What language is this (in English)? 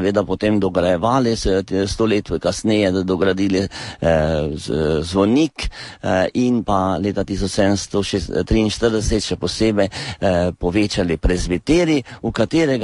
Slovenian